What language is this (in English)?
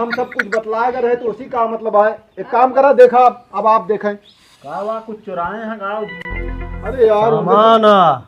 Awadhi